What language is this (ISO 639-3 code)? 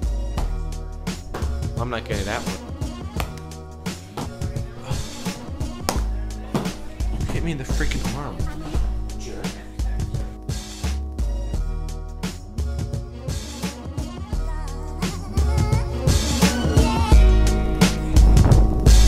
eng